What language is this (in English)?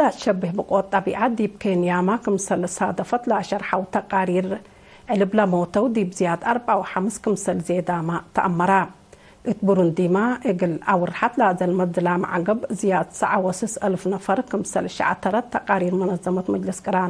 Tigre